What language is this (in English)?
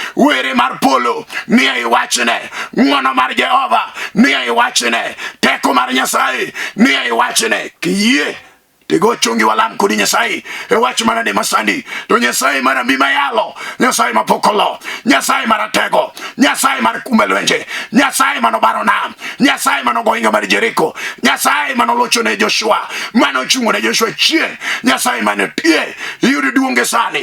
Luo (Kenya and Tanzania)